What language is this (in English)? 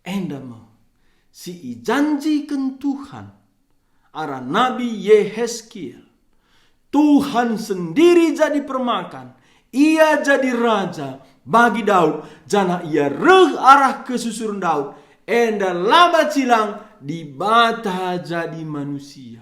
Batak Karo